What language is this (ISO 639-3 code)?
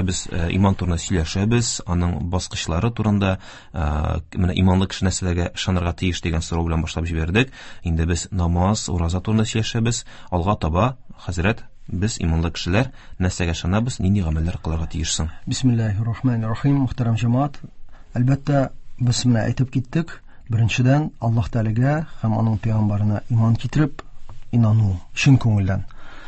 tat